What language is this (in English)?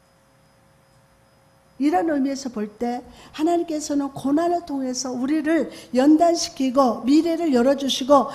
Korean